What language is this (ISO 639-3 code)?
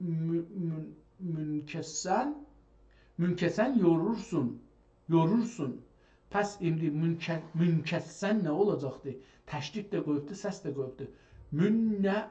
azb